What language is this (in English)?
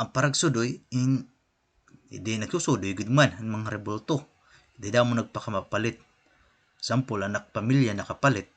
Waray